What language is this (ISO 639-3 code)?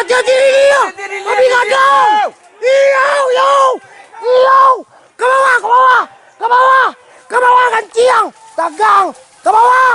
min